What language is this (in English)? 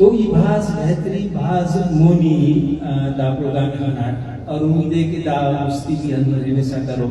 Brahui